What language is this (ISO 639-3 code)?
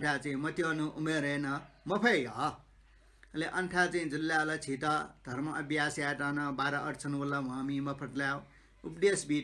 new